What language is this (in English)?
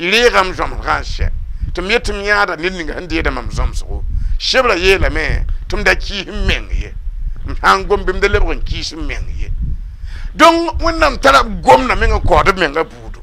Mossi